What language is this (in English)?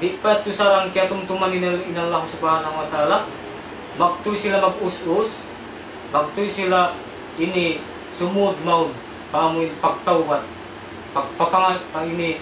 Tausug